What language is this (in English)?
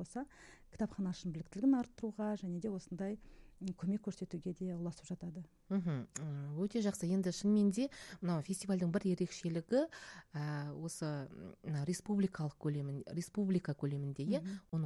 Kazakh